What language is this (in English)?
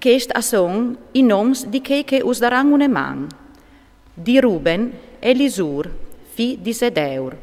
Friulian